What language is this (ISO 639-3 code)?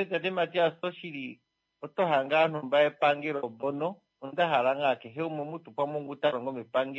kua